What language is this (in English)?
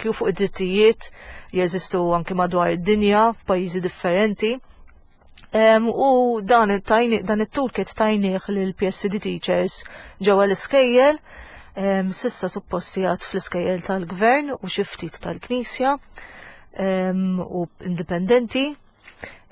Maltese